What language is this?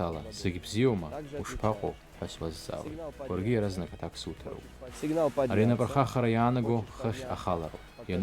Abkhazian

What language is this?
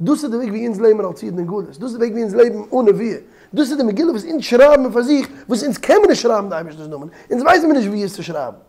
Yiddish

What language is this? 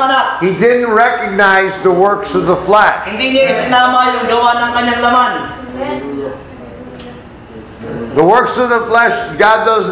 Filipino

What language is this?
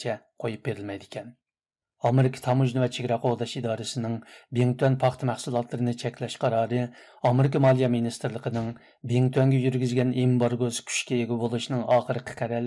Uyghur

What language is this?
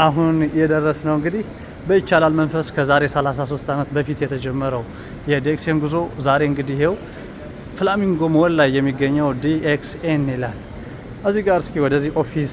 Amharic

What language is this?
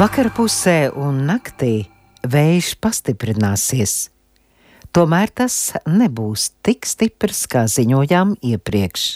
Latvian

